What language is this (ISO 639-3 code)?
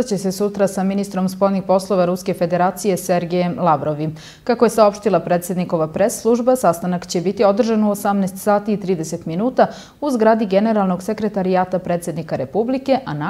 srp